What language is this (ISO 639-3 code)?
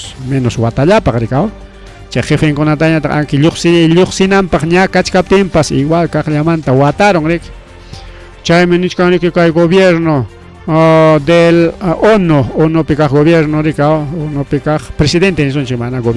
quy